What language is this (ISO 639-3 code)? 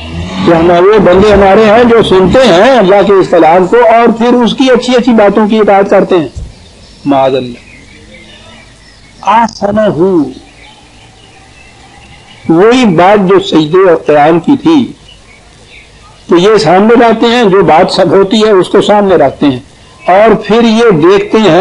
urd